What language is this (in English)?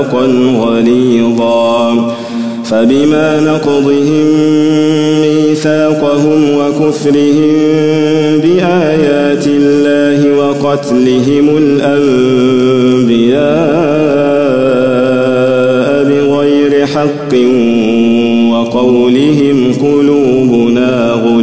Arabic